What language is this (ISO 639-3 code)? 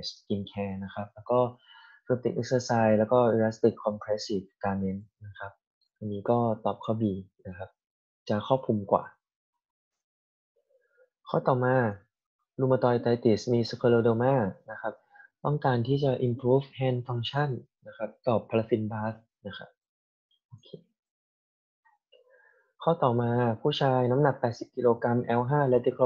tha